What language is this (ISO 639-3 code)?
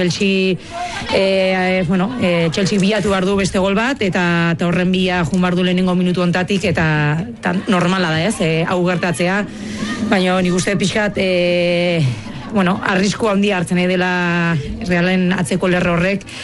eus